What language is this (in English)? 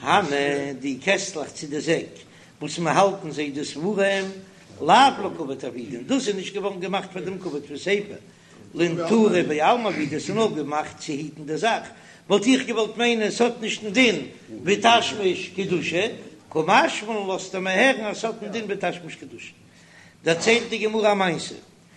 Yiddish